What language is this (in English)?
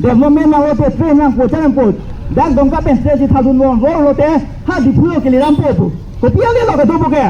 Karbi